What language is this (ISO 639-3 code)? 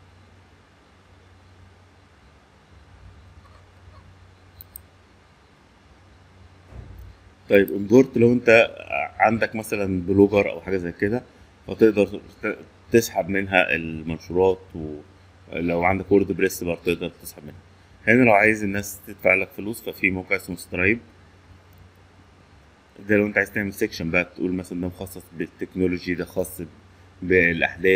arz